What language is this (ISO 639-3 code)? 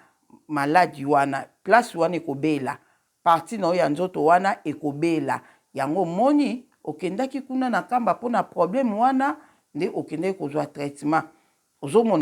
lin